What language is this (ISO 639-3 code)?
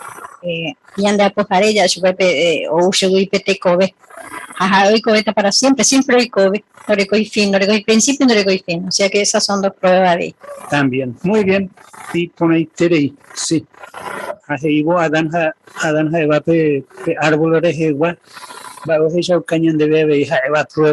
grn